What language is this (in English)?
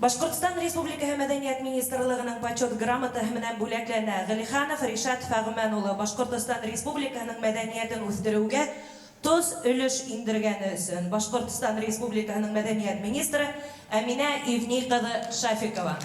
Bashkir